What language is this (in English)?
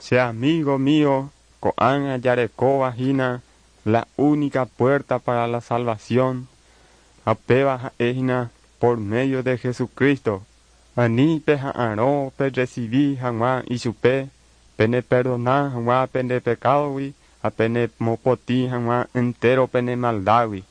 Guarani